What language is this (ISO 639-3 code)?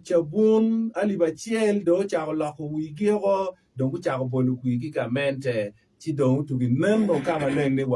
ach